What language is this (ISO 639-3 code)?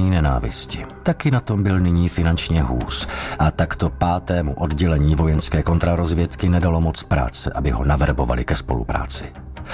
ces